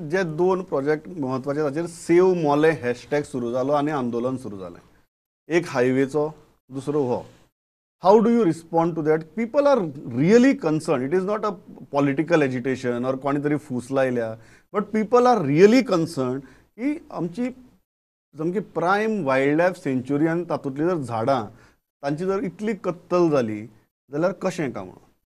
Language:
Konkani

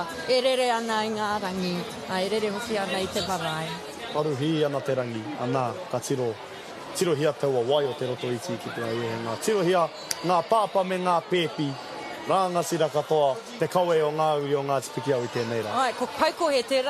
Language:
Māori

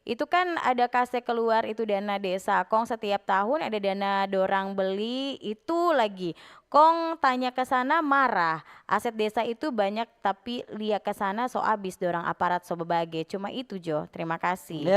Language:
Manado Malay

